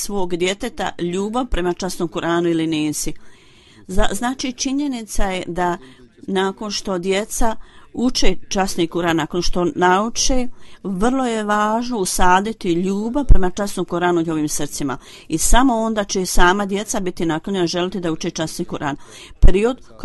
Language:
Bosnian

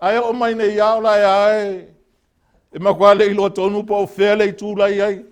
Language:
Samoan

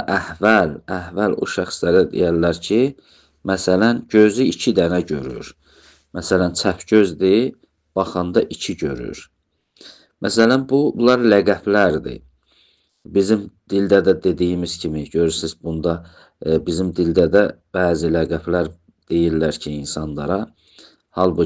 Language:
Azerbaijani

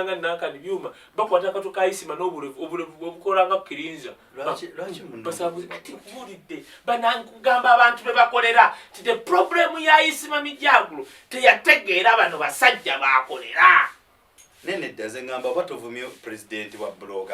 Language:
Ganda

